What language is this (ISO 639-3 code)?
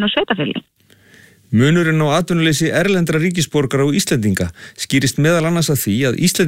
isl